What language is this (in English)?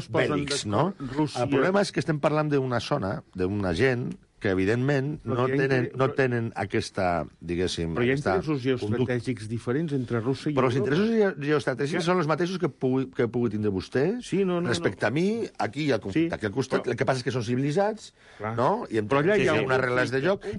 Catalan